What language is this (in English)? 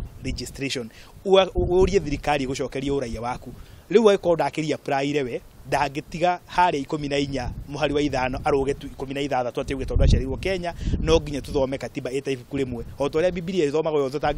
Kikuyu